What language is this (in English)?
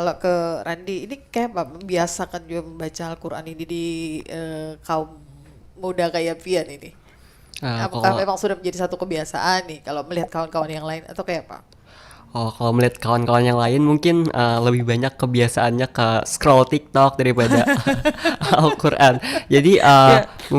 Banjar